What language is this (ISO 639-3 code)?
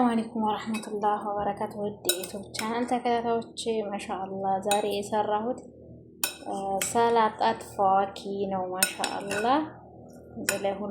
amh